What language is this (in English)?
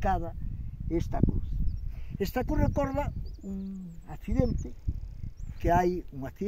Galician